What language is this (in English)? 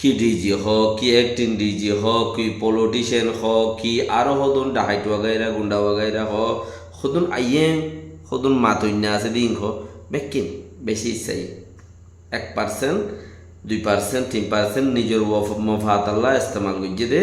Rohingya